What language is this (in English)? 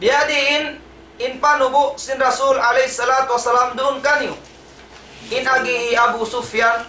Tausug